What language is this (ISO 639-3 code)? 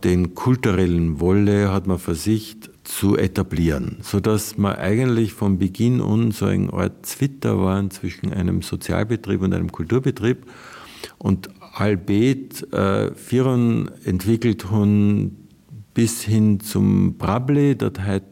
ltz